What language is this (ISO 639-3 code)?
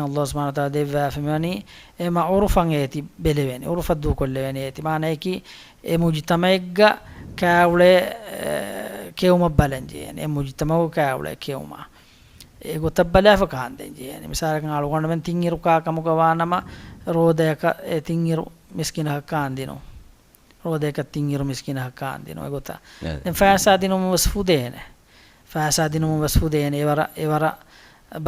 div